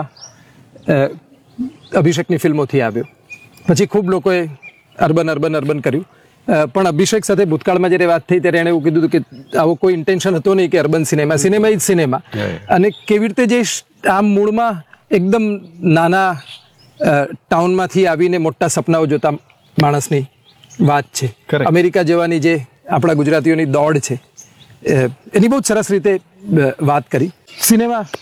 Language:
Gujarati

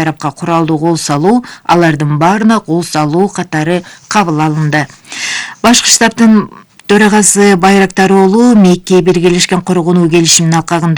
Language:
Kyrgyz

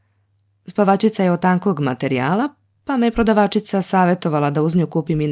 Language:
Serbian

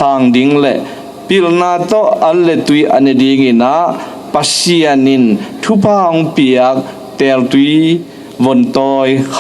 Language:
Tedim Chin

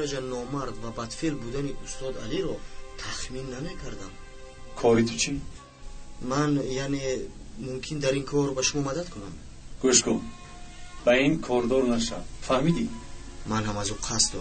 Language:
Tajik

